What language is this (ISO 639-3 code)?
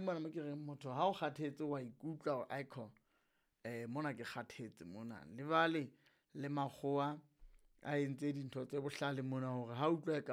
sot